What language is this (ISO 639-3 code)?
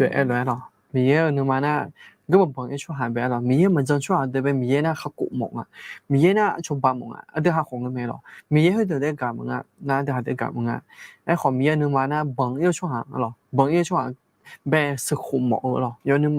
ahk